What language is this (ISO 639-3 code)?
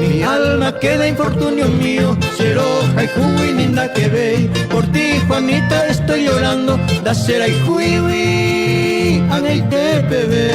grn